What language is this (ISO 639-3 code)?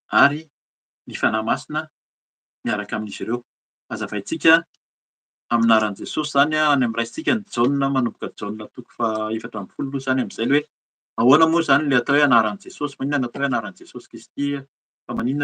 mlg